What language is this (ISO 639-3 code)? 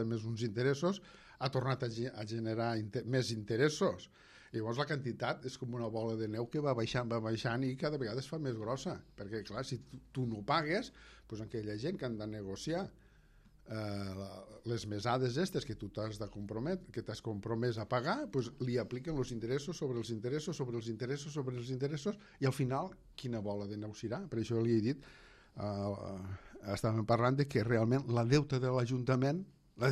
cat